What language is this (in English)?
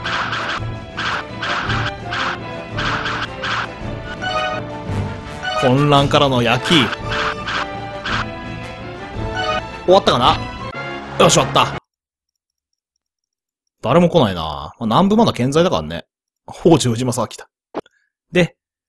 Japanese